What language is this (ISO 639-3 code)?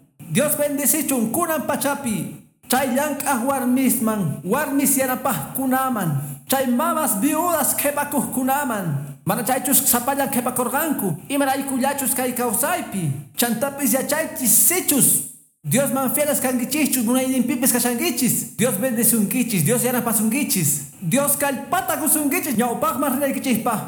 que